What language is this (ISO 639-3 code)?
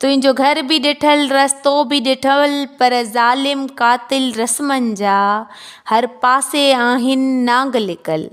snd